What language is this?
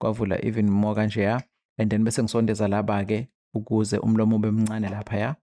Zulu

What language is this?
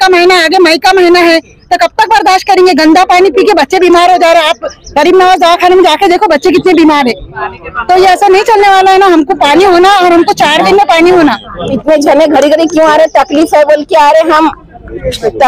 Hindi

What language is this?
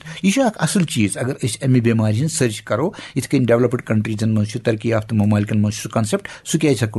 Kashmiri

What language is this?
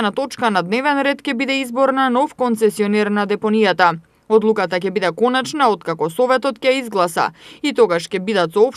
Macedonian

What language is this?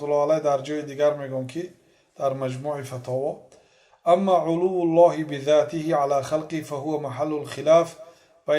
Tajik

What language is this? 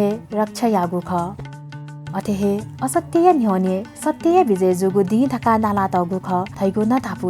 Newari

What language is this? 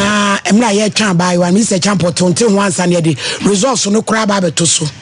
Akan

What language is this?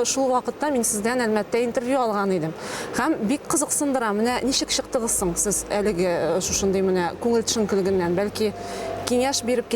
Tatar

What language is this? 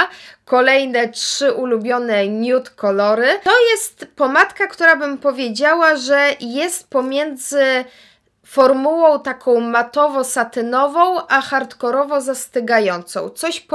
Polish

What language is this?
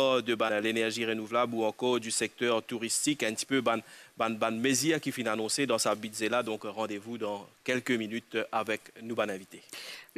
Morisyen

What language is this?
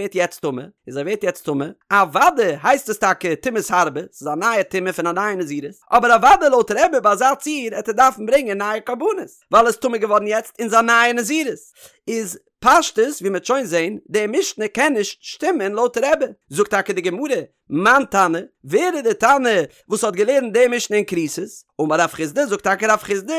Yiddish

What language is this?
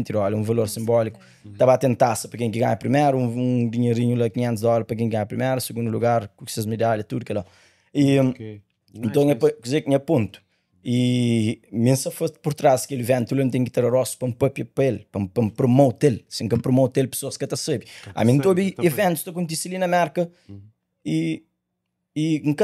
Kabuverdianu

